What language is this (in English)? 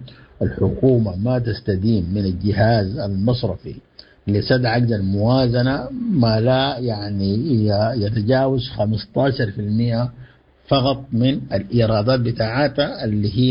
Sudanese Arabic